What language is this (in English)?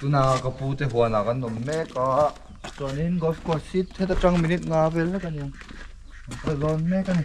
Mizo